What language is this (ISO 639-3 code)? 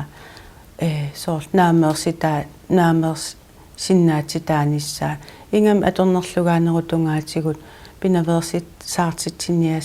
kal